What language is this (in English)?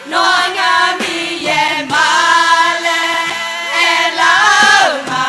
Akha